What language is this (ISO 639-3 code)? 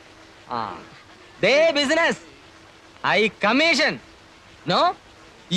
mal